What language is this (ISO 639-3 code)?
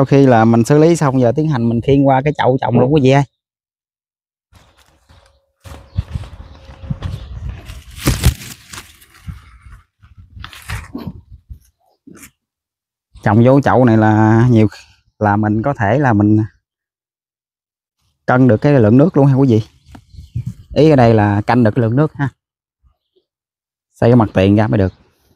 vie